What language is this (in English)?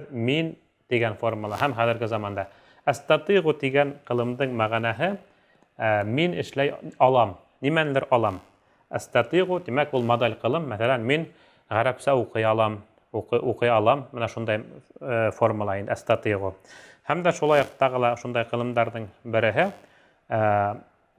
Bashkir